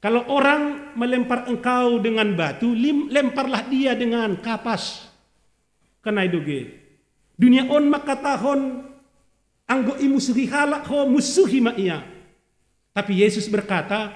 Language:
Batak Simalungun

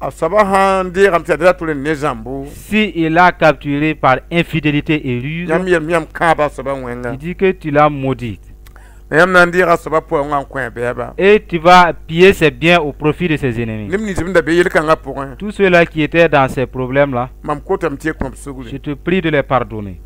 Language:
Mossi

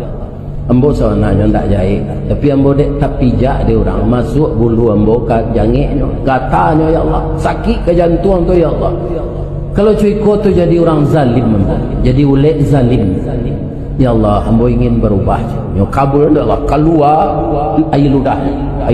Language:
Minangkabau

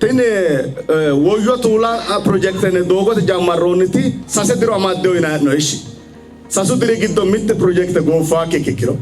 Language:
Sidamo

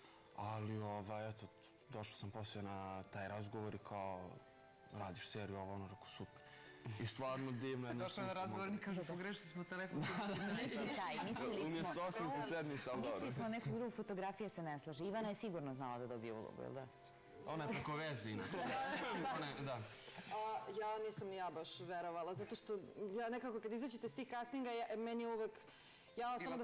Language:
Serbian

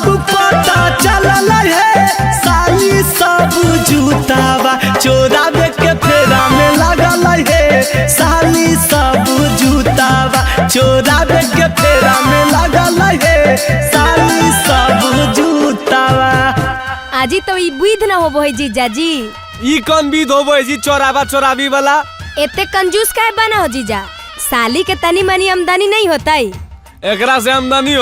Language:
Magahi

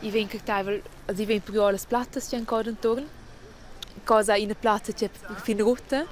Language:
Romansh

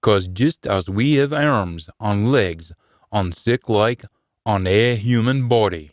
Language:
Scots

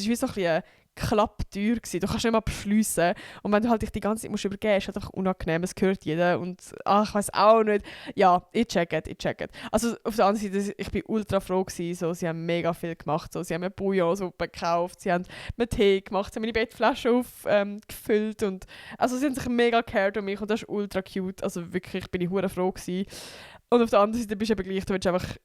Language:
Swiss German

